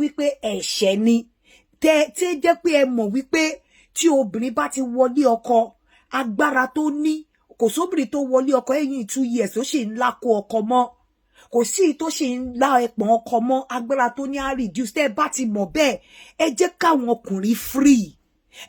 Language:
Yoruba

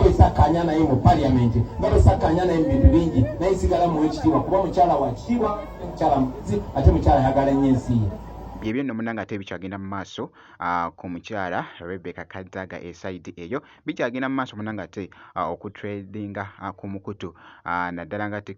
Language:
Ganda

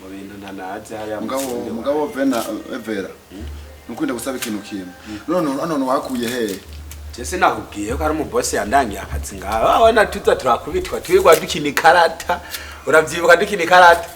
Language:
Rundi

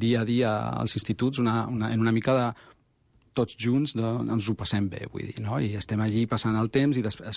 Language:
Catalan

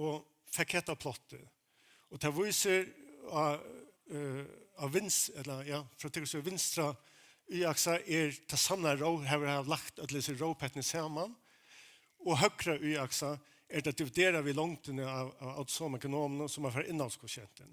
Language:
Faroese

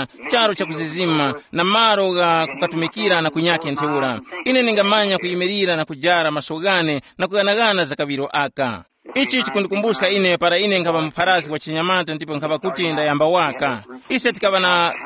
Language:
Tumbuka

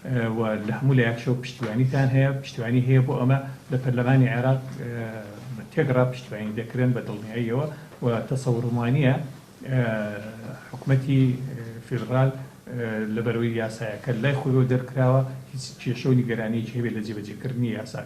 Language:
Central Kurdish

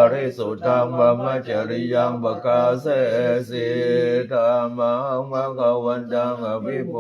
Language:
Pali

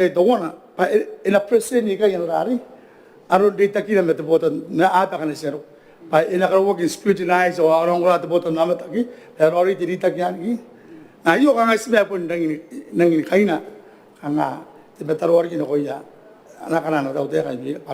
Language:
Gilbertese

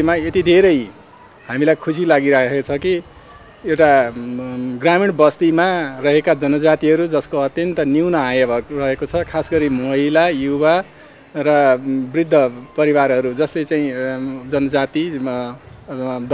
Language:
Nepali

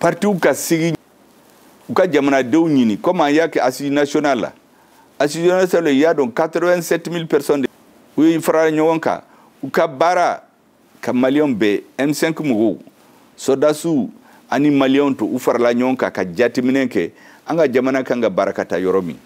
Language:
Bambara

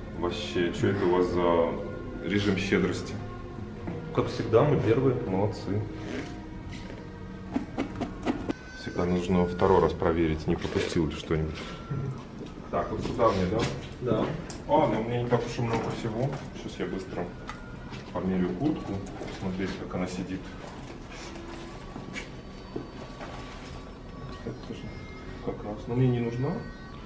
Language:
Russian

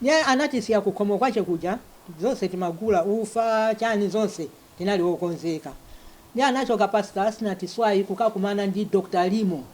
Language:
Nyanja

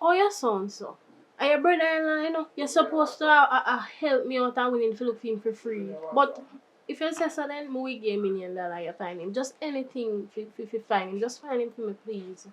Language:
Jamaican Creole English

